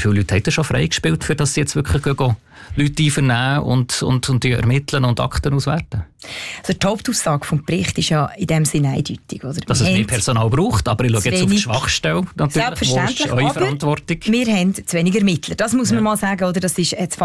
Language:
German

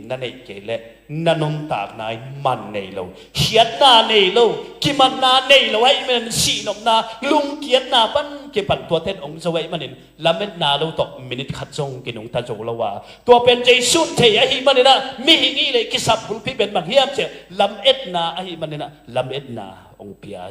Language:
Tedim Chin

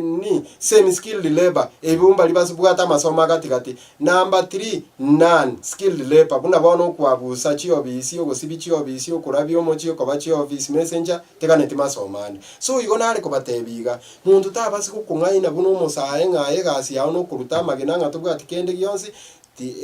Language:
Gusii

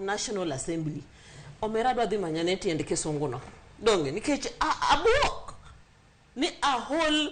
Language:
Luo (Kenya and Tanzania)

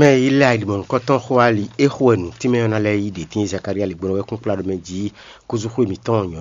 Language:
Fon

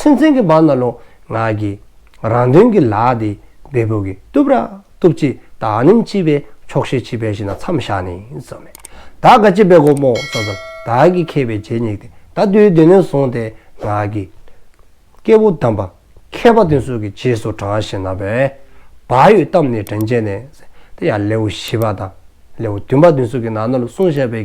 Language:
Dzongkha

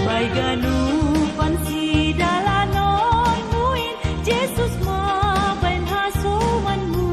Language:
Batak Simalungun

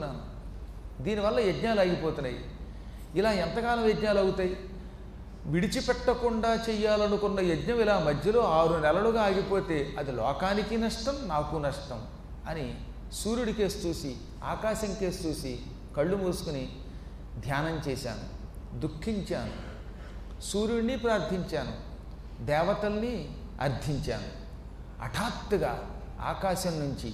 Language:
Telugu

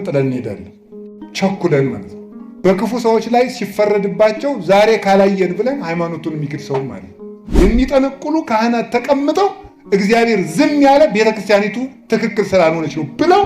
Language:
Amharic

